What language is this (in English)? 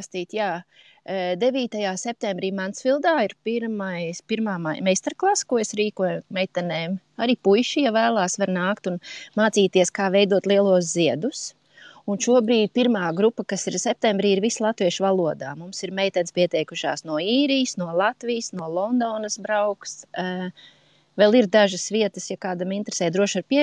Latvian